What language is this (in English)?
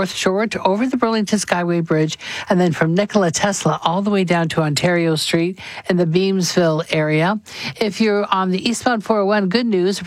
English